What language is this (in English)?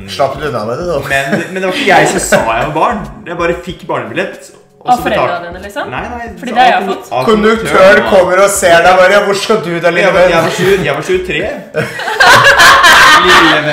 Norwegian